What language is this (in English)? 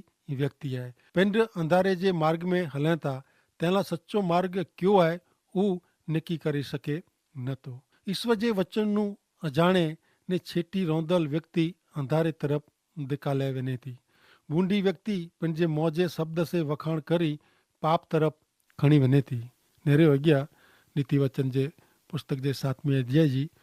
Kachhi